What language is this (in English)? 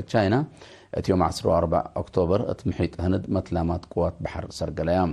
Tigre